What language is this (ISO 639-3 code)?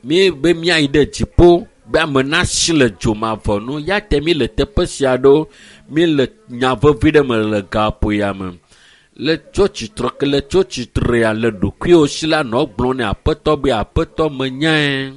ewe